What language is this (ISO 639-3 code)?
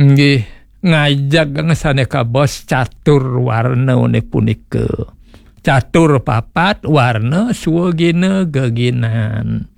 ban